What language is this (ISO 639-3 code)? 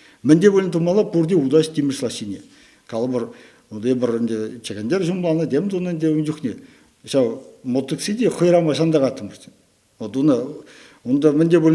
chv